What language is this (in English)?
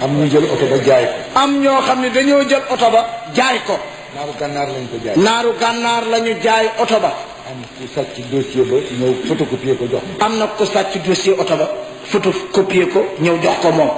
Wolof